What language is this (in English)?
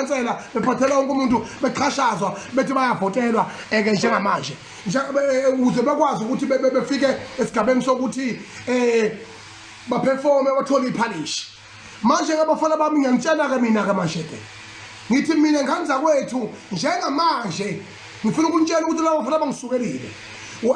Zulu